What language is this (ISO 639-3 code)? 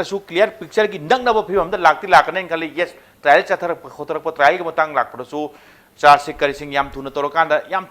mni